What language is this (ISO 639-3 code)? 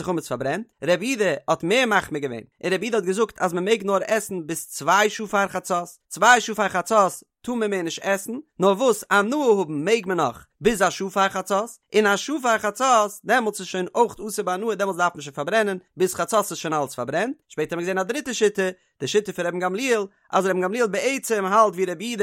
yid